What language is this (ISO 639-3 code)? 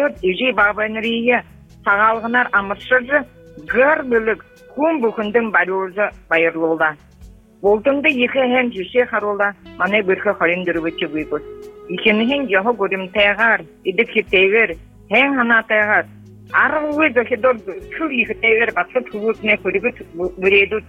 bua